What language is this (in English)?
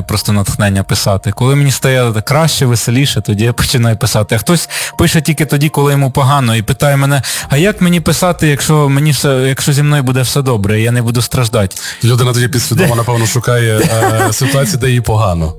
Ukrainian